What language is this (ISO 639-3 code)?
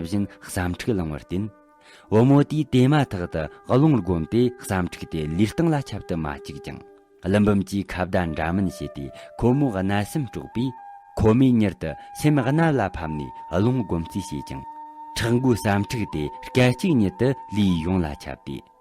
bod